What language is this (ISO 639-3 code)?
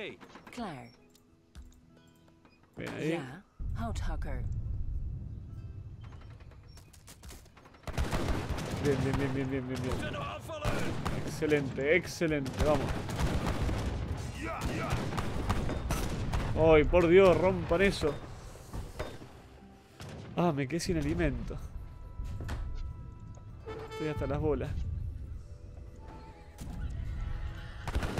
spa